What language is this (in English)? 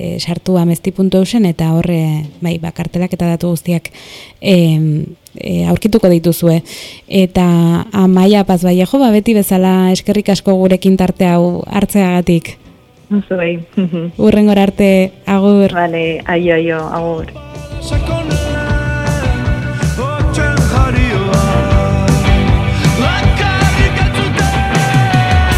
Basque